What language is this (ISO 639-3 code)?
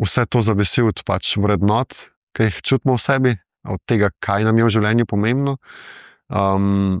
slv